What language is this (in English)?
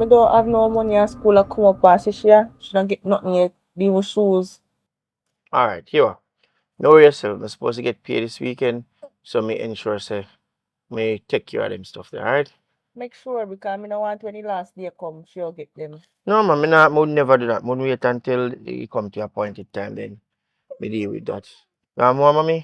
Jamaican Creole English